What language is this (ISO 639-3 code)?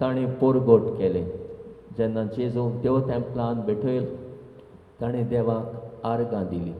kok